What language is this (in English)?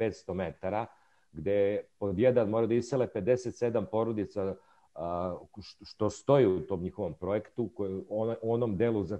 Serbian